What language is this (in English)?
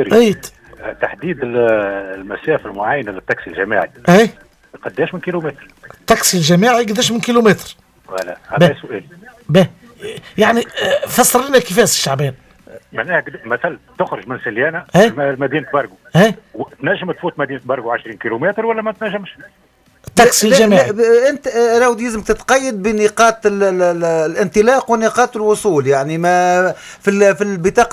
Tunisian Arabic